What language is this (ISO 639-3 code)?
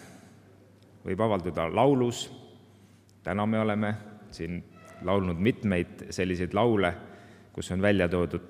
est